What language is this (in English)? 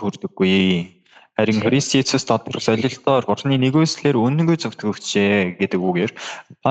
Mongolian